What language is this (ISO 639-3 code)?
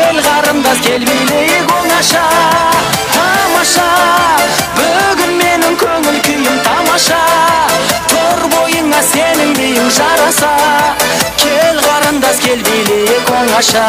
kaa